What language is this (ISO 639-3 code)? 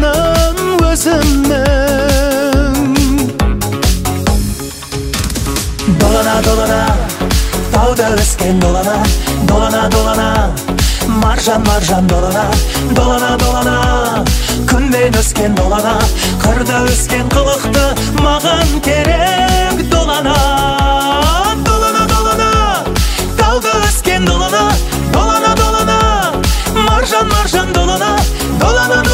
kaz